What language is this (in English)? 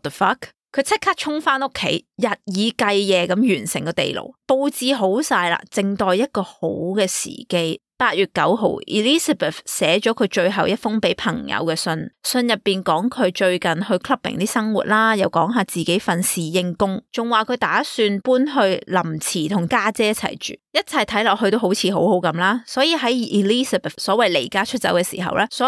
Cantonese